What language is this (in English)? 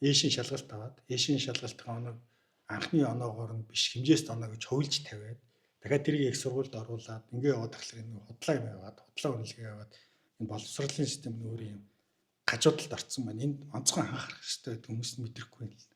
Mongolian